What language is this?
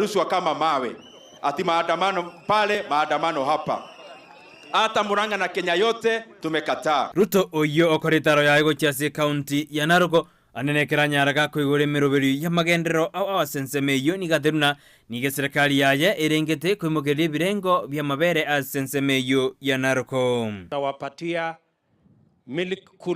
Gusii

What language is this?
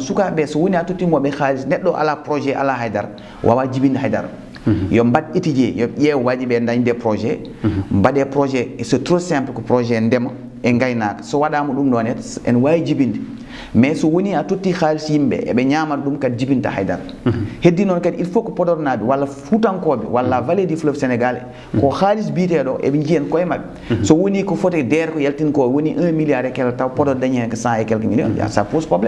Fula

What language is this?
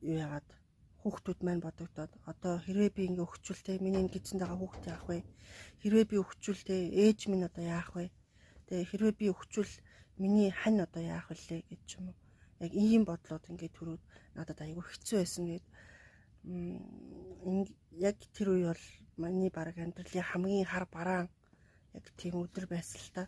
Mongolian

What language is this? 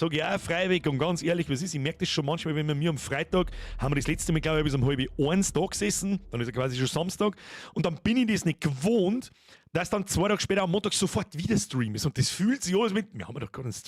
Bavarian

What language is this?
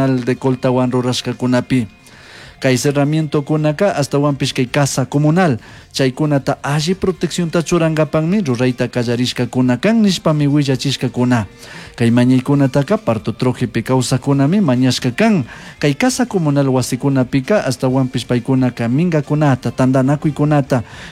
Chimborazo Highland Quichua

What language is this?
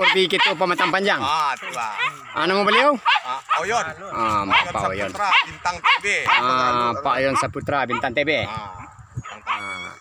Minangkabau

